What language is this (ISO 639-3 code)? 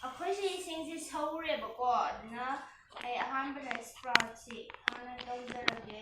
mni